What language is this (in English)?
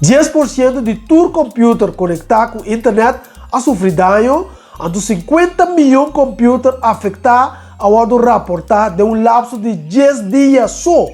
Papiamento